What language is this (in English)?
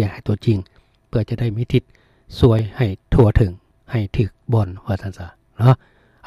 Lao